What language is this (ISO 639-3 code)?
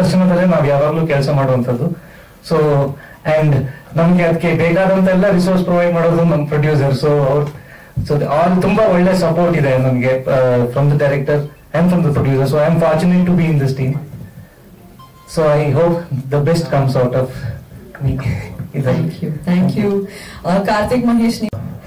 kan